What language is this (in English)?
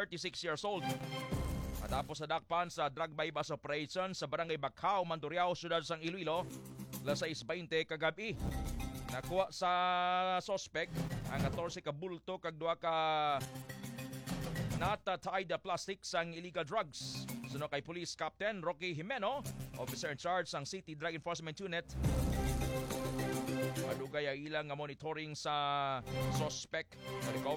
Hiligaynon